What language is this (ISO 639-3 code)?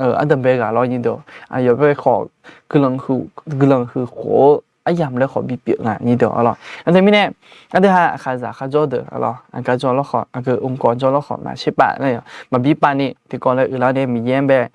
ahk